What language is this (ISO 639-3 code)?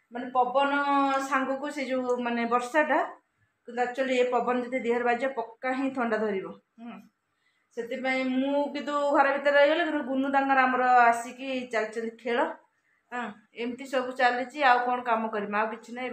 ori